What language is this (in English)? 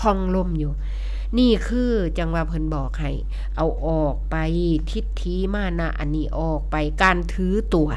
Northeastern Thai